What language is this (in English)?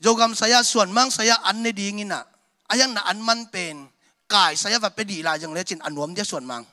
Tedim Chin